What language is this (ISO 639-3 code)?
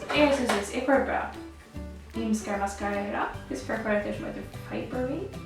fao